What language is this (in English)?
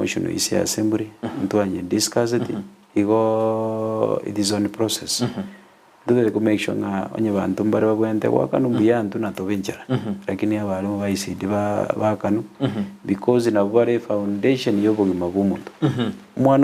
Gusii